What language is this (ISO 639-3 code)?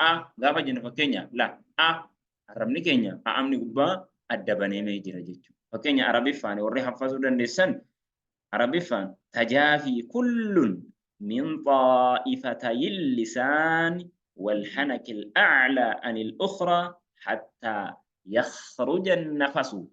orm